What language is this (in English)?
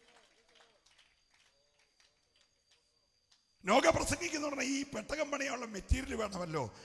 Malayalam